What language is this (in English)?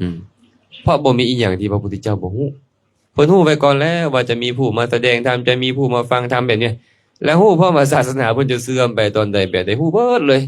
Lao